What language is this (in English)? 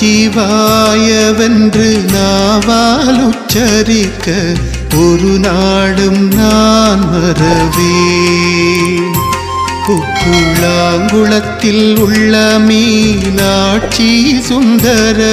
Tamil